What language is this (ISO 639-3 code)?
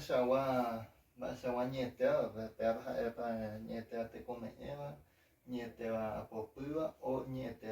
grn